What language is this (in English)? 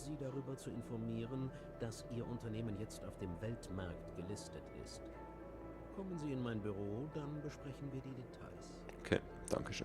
Swiss German